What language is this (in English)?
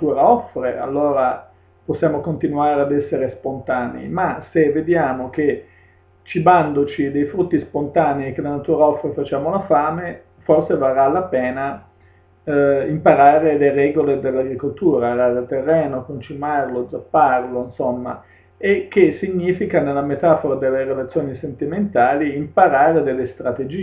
Italian